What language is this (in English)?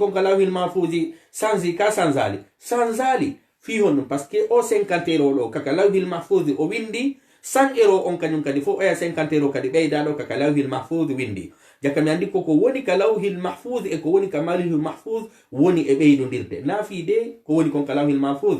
Fula